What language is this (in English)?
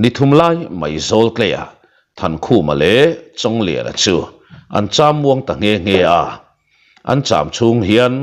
Mizo